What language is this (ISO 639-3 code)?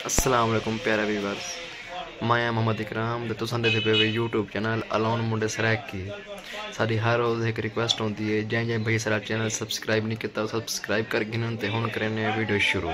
skr